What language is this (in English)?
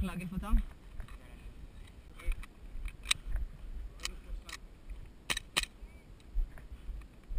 Hebrew